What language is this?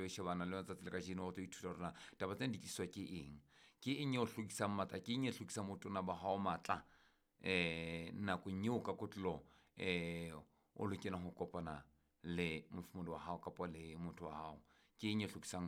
Southern Sotho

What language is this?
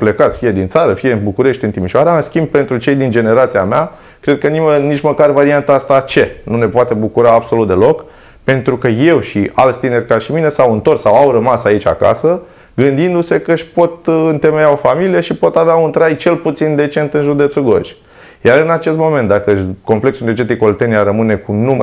Romanian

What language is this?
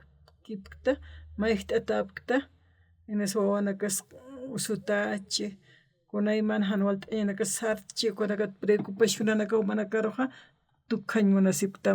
Aymara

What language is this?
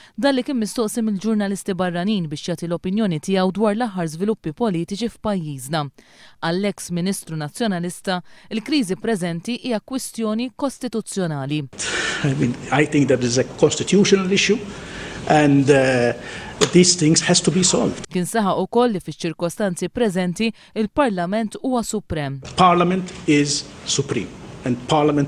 Maltese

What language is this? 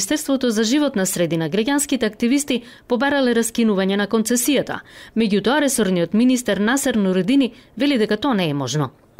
Macedonian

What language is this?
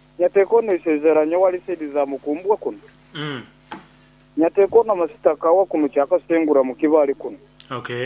Nyoro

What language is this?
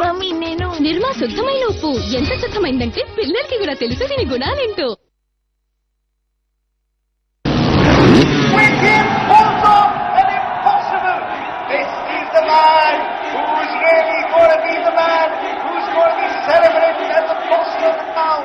Telugu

